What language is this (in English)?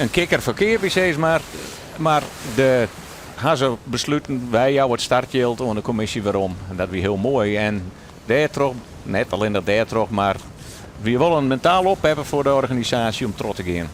Western Frisian